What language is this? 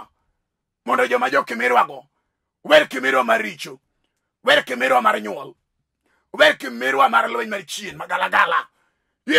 Luo (Kenya and Tanzania)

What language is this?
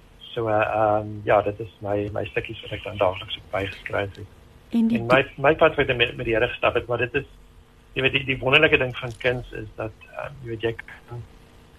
Afrikaans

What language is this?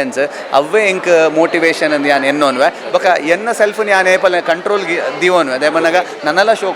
Tulu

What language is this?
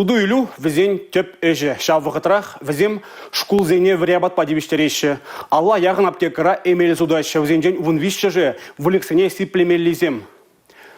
Chuvash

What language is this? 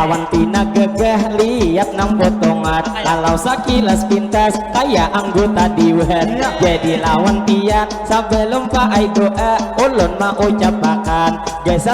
Banjar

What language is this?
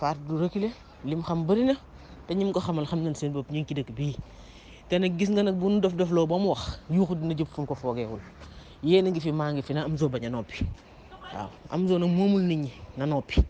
Wolof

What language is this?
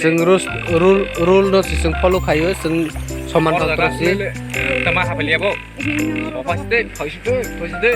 Kok Borok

